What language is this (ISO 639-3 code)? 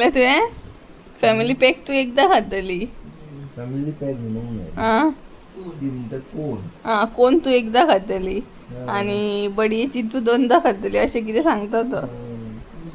kok